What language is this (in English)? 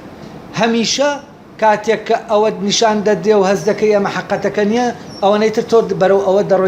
Central Kurdish